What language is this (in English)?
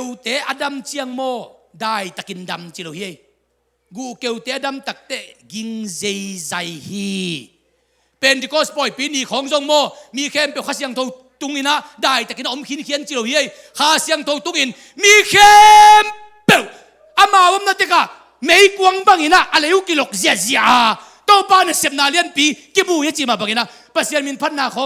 Tedim Chin